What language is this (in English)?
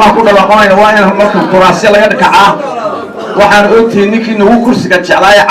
Somali